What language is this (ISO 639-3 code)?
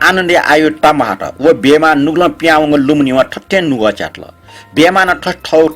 new